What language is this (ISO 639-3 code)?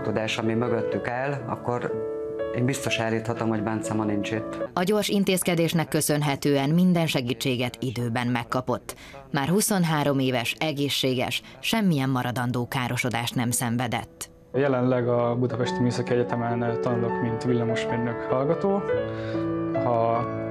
hun